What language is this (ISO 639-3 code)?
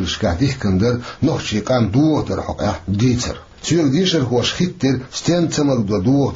che